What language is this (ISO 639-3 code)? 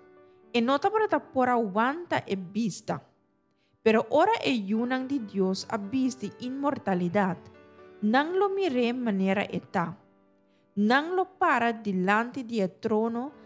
pap